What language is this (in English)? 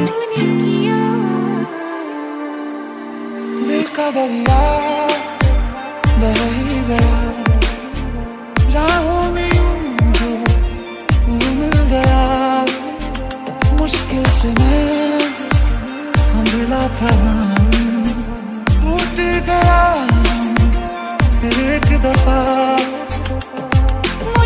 Hindi